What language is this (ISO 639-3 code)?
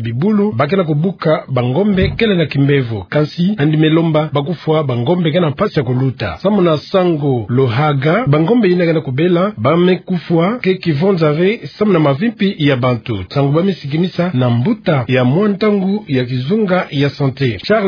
ktu